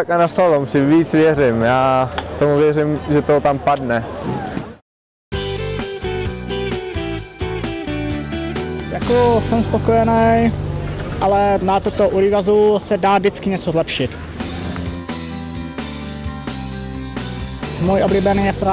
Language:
Czech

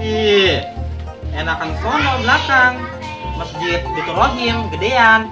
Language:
Betawi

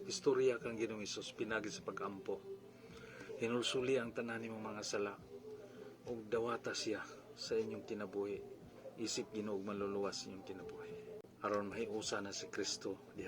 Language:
Cebuano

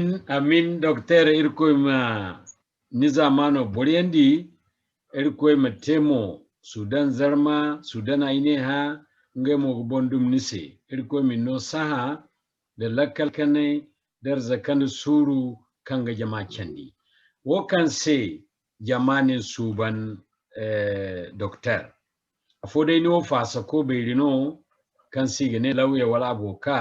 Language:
Zarma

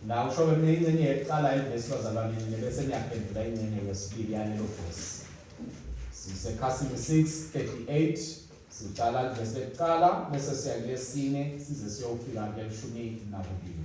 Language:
Swati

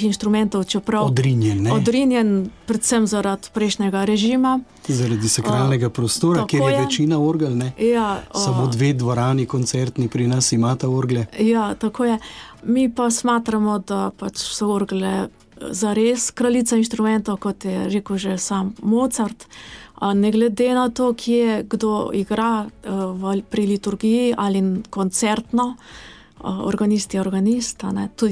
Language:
Slovenian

